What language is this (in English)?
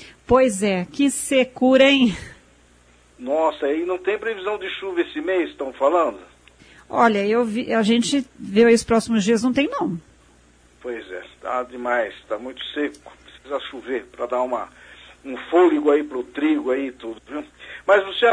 Portuguese